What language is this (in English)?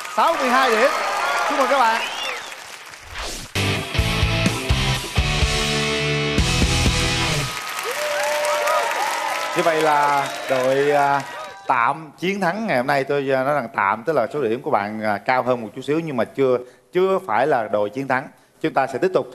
Vietnamese